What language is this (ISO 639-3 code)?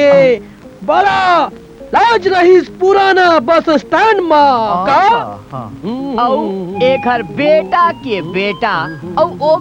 hne